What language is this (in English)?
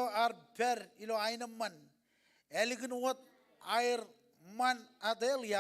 Marshallese